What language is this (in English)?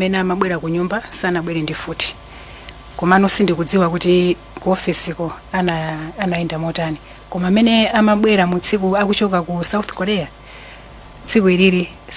Nyanja